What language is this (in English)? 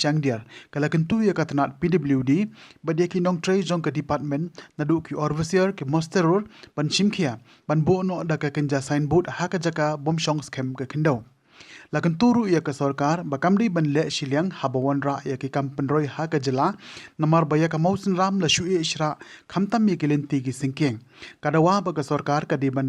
Khasi